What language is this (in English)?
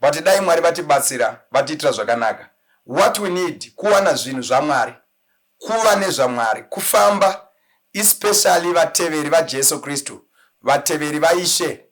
Shona